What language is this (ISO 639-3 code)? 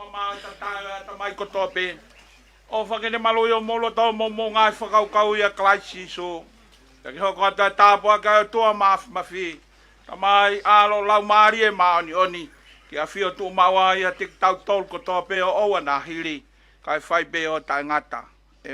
ton